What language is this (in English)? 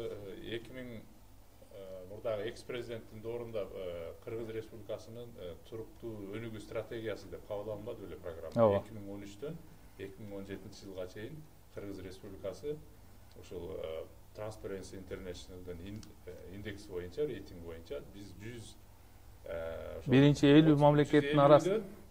Kyrgyz